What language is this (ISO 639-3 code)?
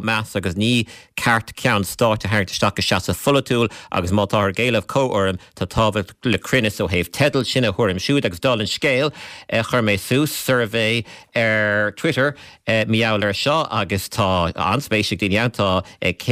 gle